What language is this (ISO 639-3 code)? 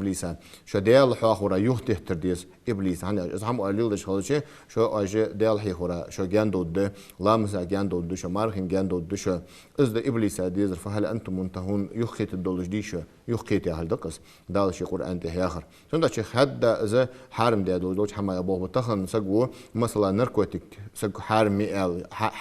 inh